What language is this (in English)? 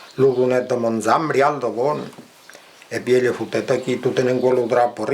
Occitan